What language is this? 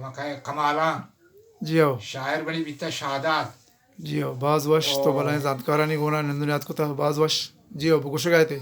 Eastern Balochi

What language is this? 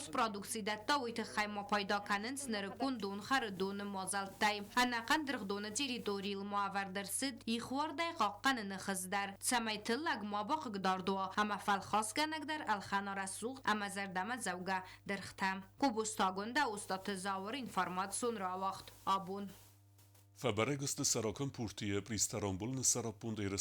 Ossetic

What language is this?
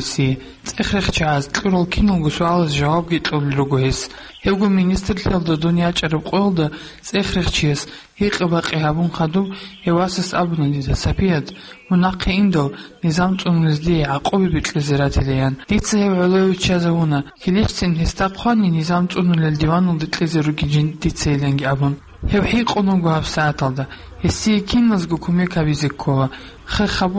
Avaric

